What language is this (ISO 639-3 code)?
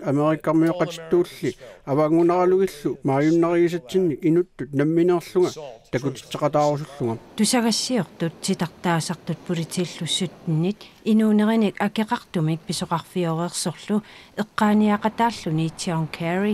kal